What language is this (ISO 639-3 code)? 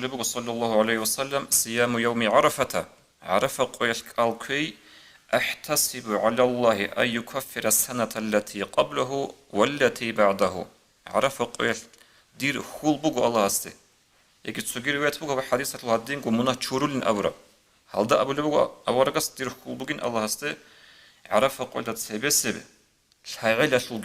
ava